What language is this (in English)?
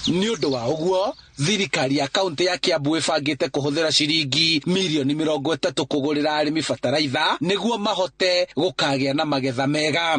Kikuyu